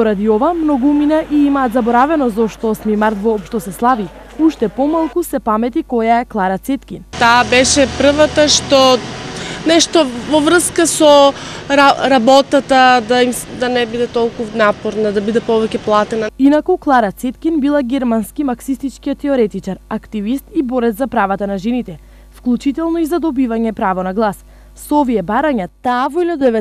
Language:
Macedonian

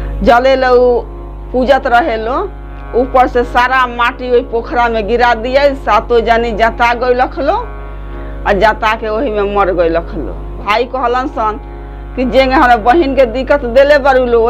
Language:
Bhojpuri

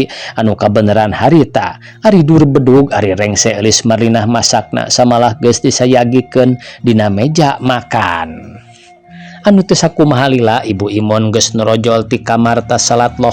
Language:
Sundanese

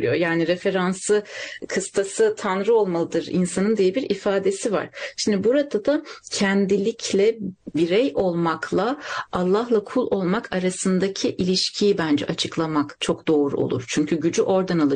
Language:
Turkish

